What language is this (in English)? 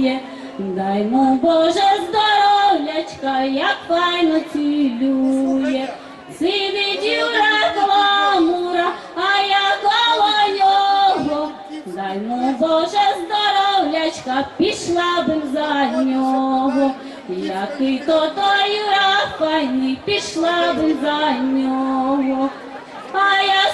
Rusyn